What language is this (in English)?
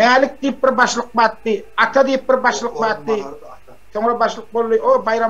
Turkmen